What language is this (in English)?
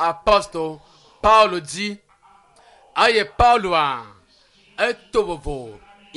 Ewe